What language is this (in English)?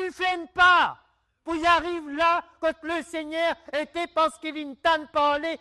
Morisyen